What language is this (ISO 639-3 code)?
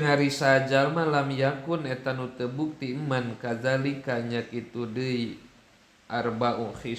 sun